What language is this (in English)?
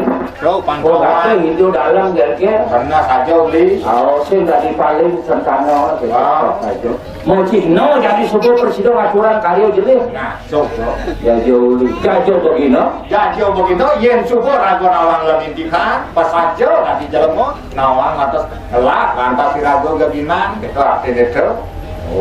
Balinese